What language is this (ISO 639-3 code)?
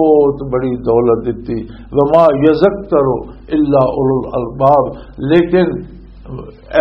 lah